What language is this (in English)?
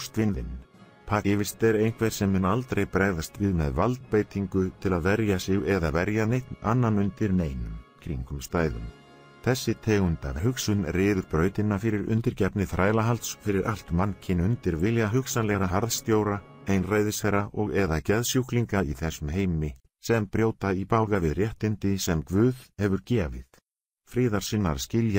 Icelandic